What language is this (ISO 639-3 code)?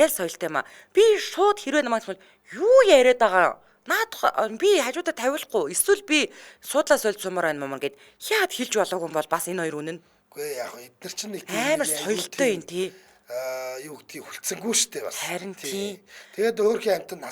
mon